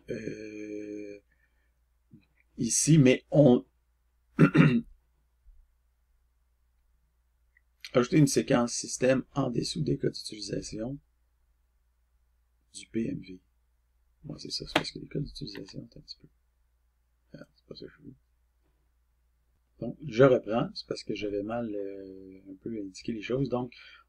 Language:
French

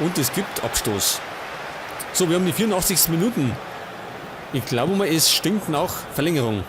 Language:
Bavarian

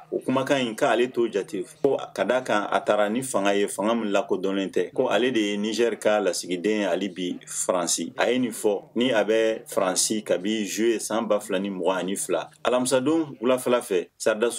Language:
Bambara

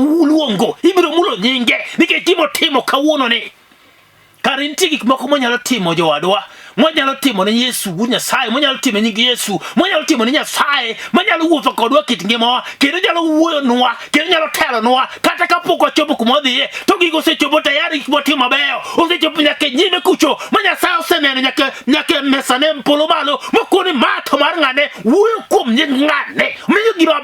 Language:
Luo (Kenya and Tanzania)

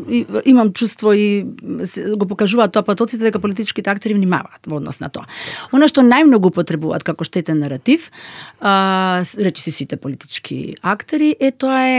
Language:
Macedonian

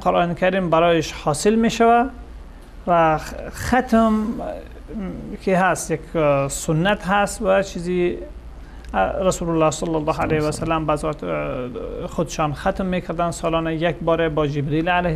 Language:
Persian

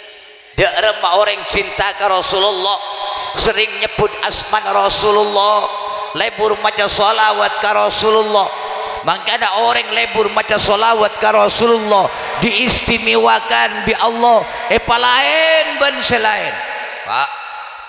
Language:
Madurese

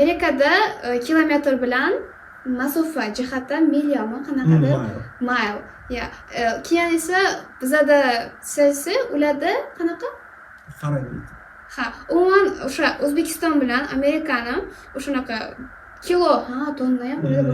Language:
Uzbek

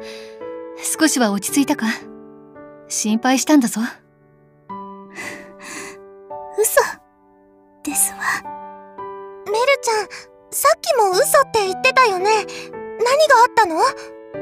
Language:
Japanese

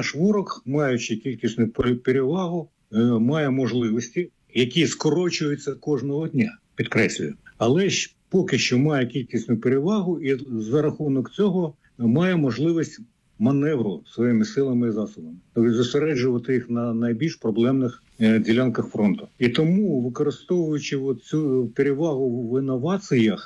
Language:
Ukrainian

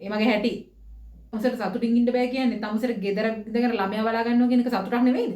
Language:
Sinhala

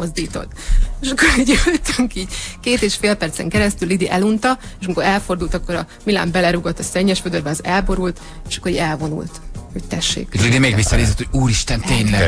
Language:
Hungarian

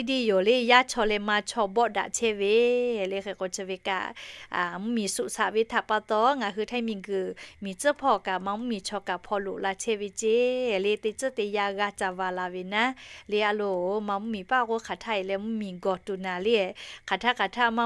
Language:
Lahu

